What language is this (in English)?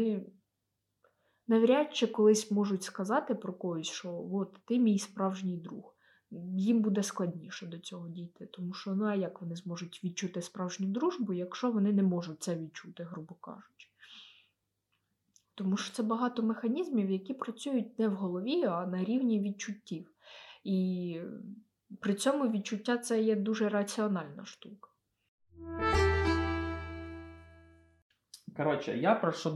Ukrainian